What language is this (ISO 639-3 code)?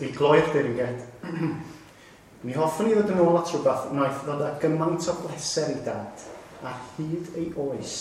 cym